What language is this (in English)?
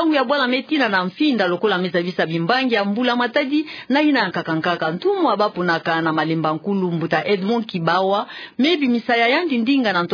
Kituba (Democratic Republic of Congo)